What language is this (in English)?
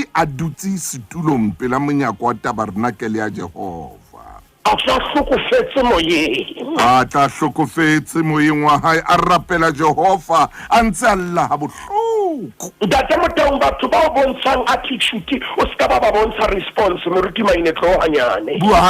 Southern Sotho